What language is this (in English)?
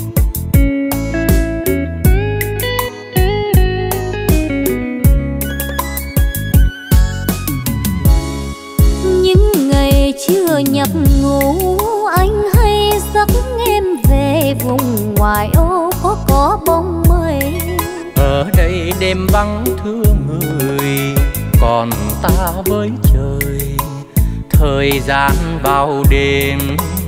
Vietnamese